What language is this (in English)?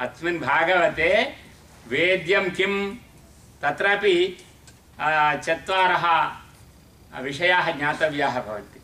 Sanskrit